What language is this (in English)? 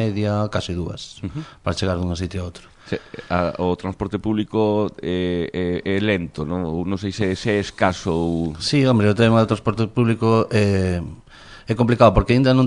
Galician